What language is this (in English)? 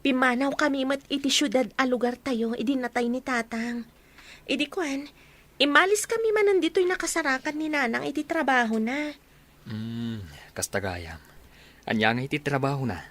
Iloko